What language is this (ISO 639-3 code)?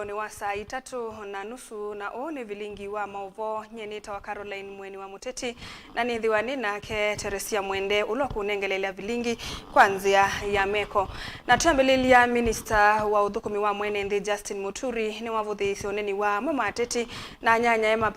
kam